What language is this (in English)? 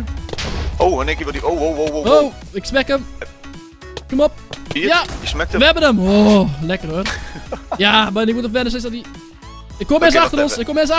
Dutch